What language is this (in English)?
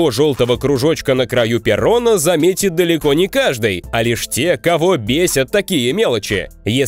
Russian